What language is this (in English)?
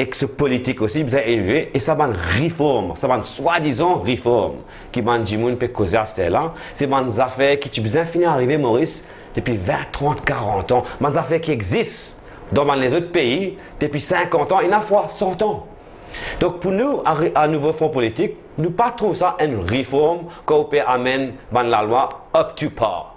Morisyen